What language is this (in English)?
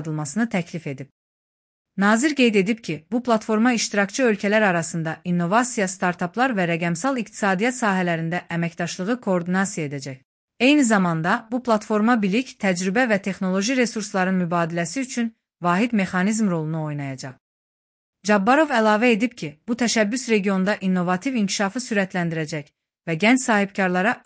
Azerbaijani